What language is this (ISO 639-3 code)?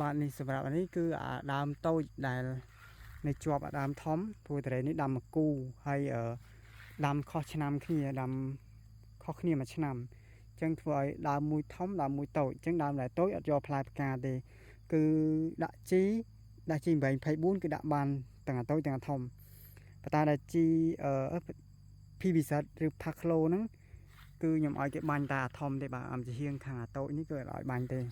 khm